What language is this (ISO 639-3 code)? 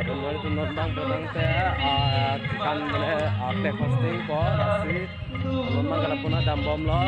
mjw